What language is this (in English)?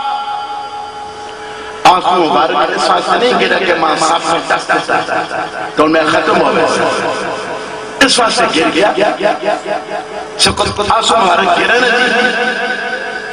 Urdu